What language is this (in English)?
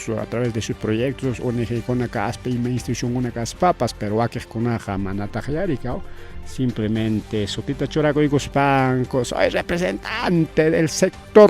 Ayacucho Quechua